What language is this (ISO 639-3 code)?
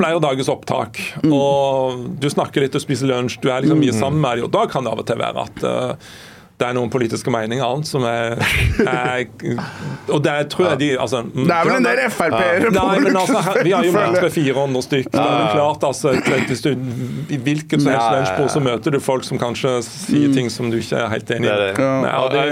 nor